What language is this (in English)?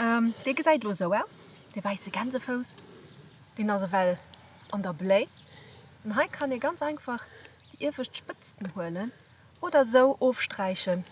Luxembourgish